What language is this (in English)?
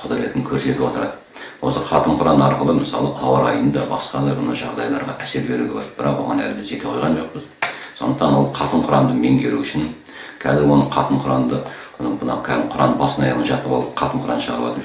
Kazakh